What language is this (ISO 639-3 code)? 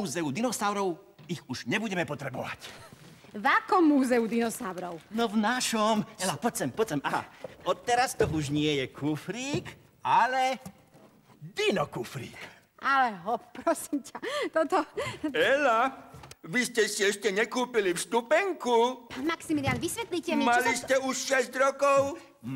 slk